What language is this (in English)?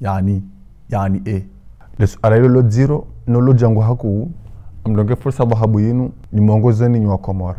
Ngazidja Comorian